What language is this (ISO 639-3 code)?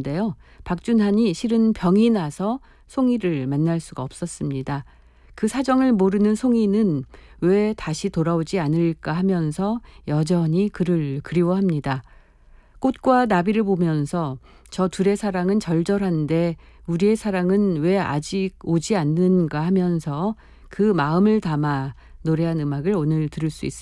kor